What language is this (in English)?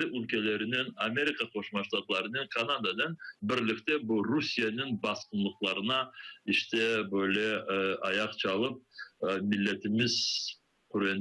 Crimean Tatar